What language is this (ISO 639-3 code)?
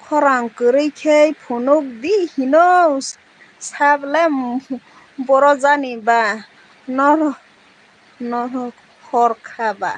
trp